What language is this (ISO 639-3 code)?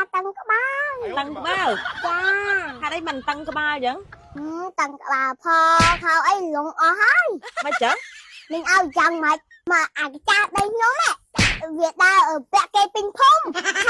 khm